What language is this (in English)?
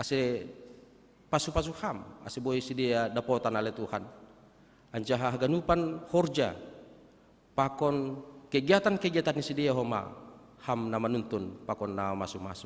Batak Simalungun